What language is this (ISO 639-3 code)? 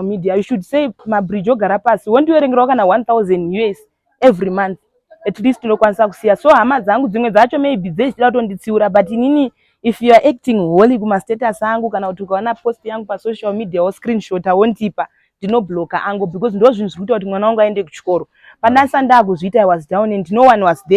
sna